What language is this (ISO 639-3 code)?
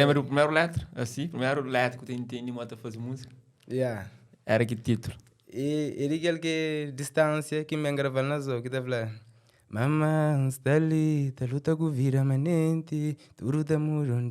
kea